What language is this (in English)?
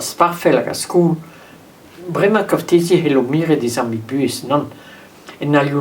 Breton